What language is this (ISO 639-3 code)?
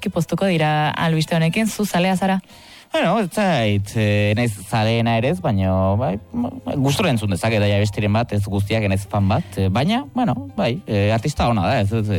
eus